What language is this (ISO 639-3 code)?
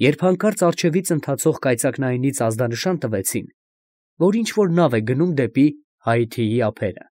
hye